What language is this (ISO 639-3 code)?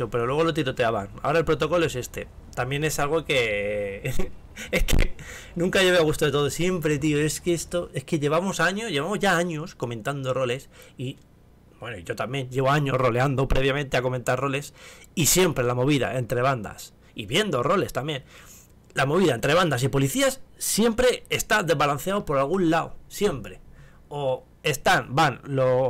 spa